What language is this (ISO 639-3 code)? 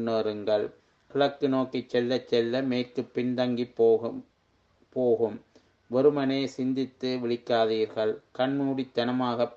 tam